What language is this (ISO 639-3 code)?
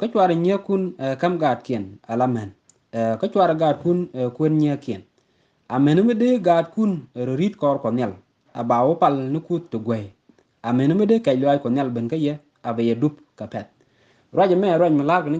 nus